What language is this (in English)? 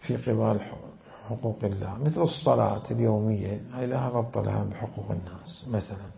Mesopotamian Arabic